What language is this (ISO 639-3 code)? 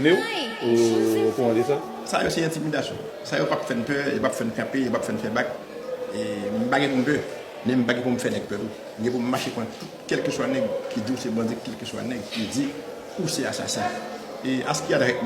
hat